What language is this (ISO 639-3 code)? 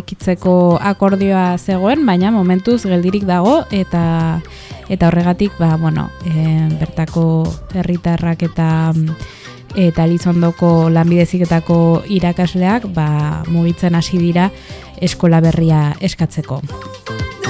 eus